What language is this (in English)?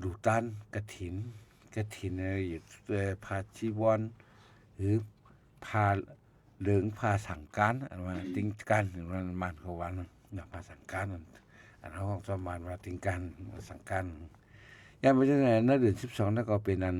Shan